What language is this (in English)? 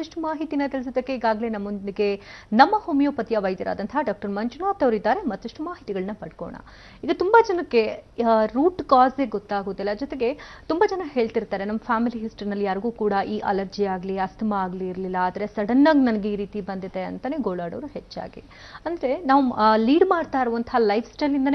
Kannada